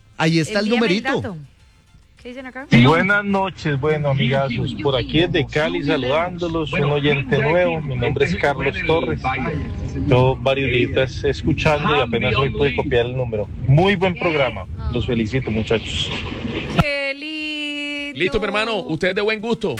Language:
Spanish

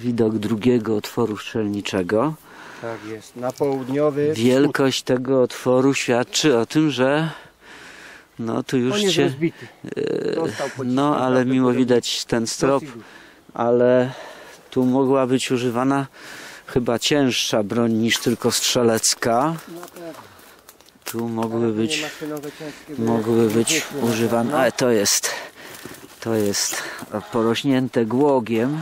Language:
Polish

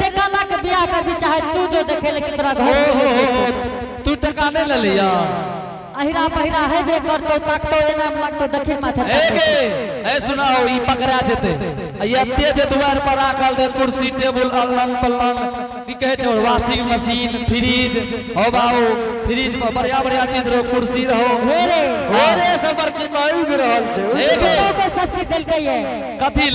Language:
Angika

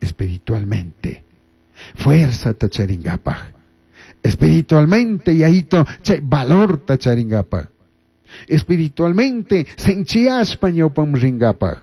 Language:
Chimborazo Highland Quichua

